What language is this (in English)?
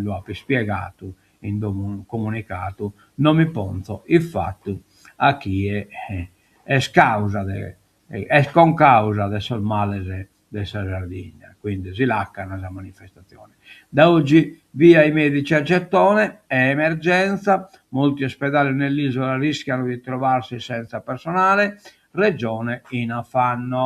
Sardinian